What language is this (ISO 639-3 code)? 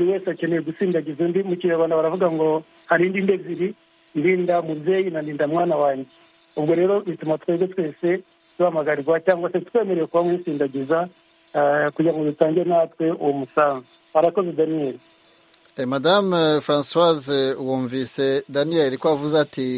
kin